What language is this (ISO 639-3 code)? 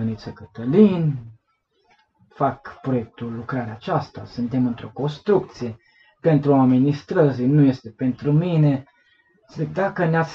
ron